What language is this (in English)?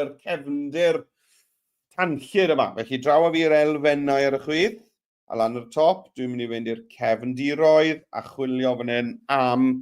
Welsh